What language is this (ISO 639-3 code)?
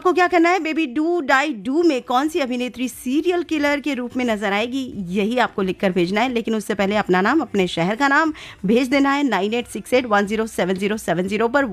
hin